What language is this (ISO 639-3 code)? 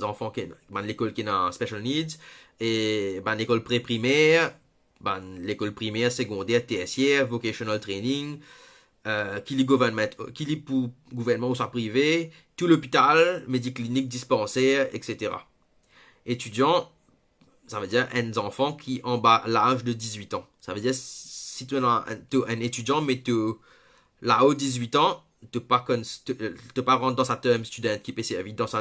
mfe